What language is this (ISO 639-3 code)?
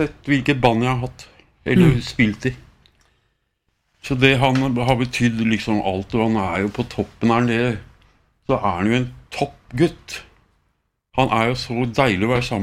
nor